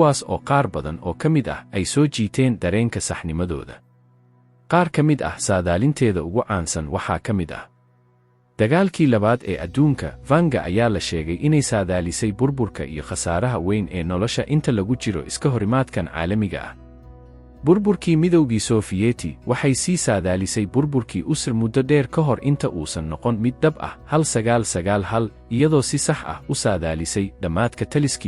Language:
Somali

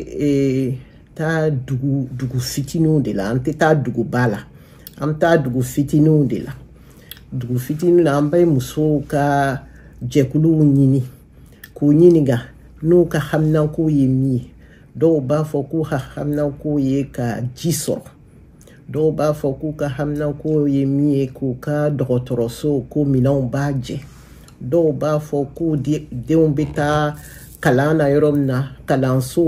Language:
Bambara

